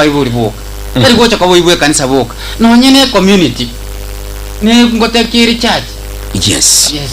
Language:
Gusii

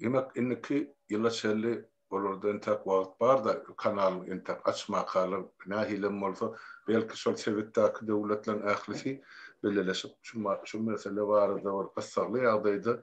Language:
Turkmen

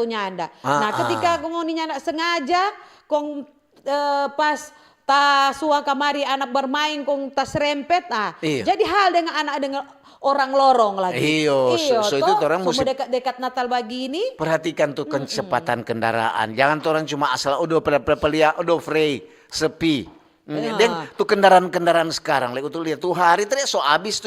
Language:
Manado Malay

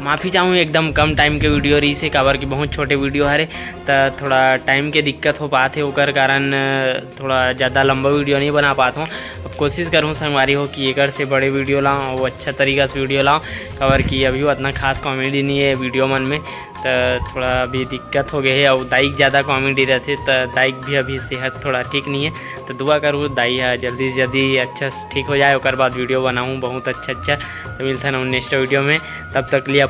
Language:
Chhattisgarhi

